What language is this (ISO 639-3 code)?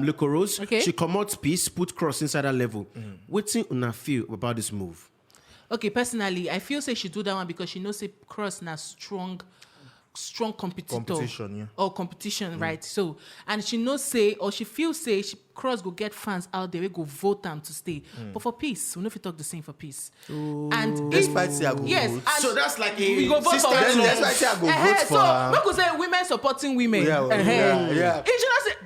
pcm